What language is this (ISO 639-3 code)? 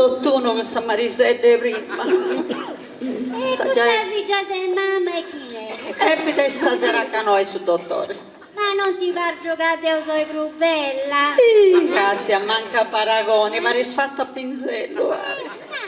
srd